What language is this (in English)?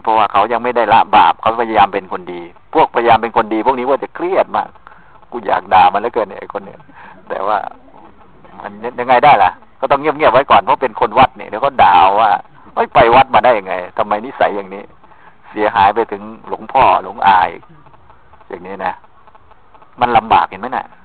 Thai